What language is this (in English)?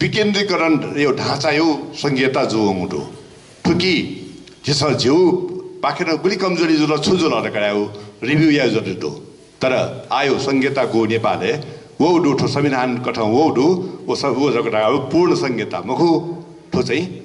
Newari